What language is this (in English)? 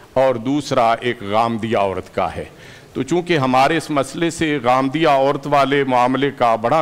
Urdu